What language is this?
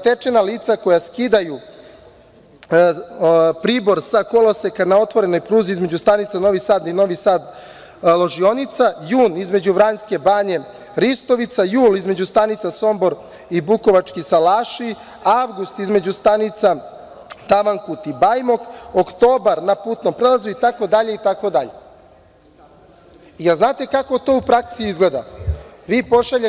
Serbian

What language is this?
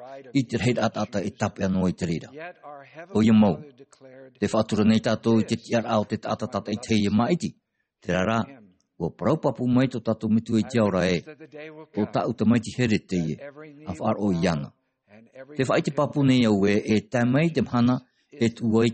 Tahitian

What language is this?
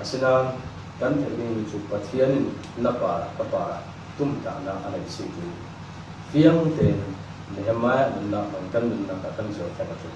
Falam Chin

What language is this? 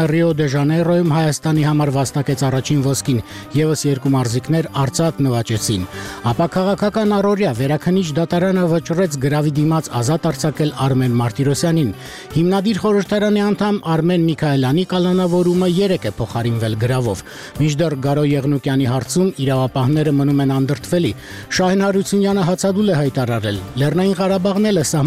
Armenian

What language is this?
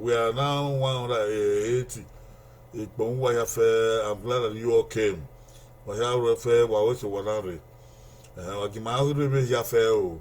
Bini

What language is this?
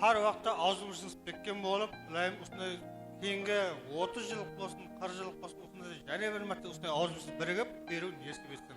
Kara-Kalpak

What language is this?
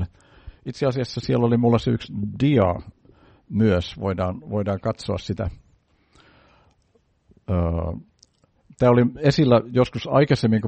Finnish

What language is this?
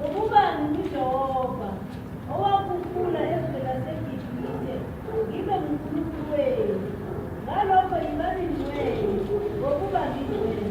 Zulu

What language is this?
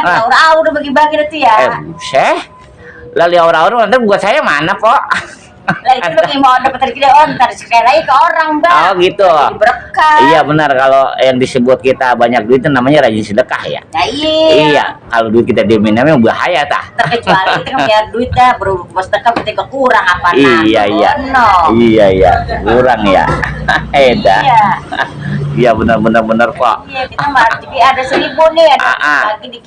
Betawi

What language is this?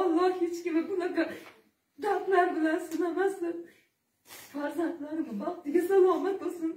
Uzbek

